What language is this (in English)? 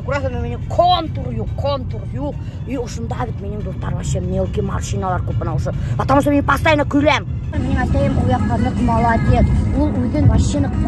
Bashkir